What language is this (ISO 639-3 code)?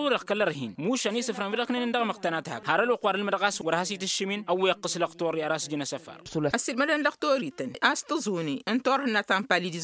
taq